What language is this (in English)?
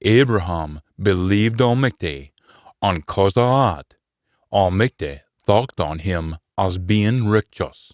Scots